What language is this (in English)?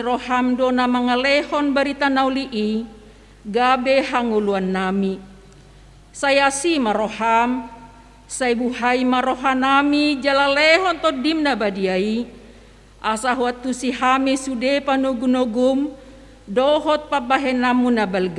Batak Toba